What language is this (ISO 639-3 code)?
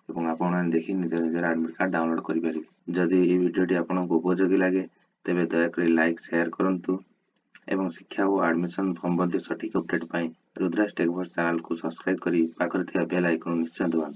ori